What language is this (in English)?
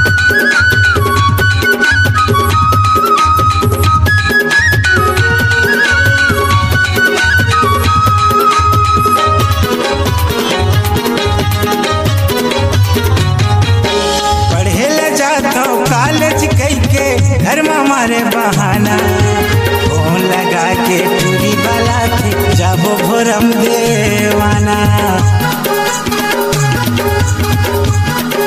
Chhattisgarhi